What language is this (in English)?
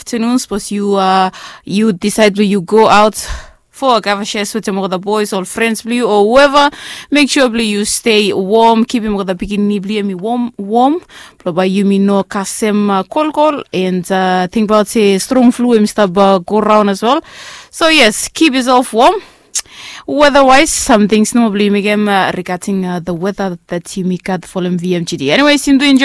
Bislama